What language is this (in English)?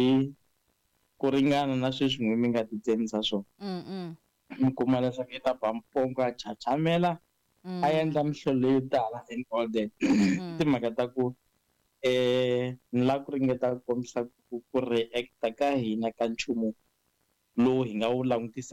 Tsonga